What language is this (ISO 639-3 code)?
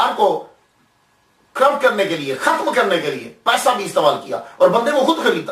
urd